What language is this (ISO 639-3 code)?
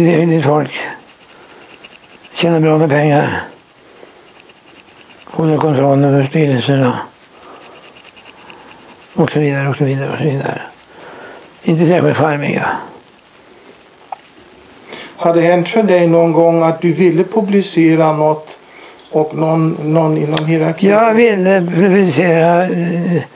swe